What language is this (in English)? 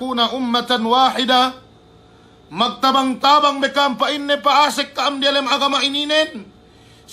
Yakan